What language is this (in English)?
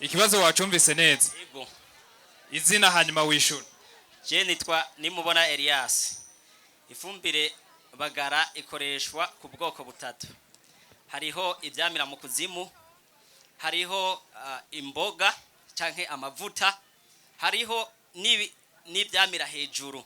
Rundi